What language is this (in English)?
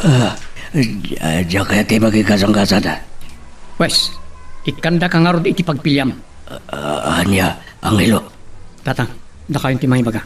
Iloko